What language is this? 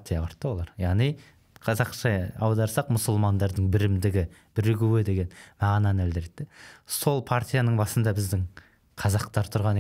Kazakh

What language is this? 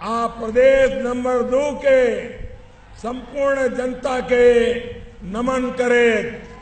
Maithili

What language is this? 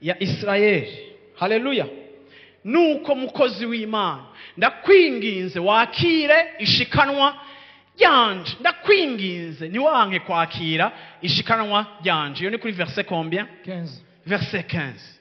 Rundi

